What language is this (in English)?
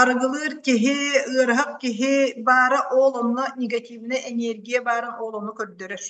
Yakut